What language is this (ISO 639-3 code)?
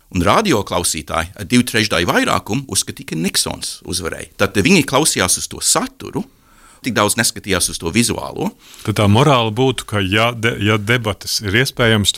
lav